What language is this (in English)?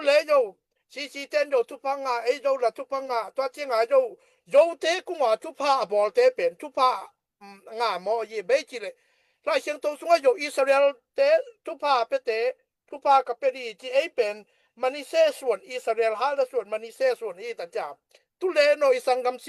Tedim Chin